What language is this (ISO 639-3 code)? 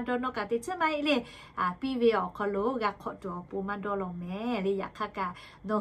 lhu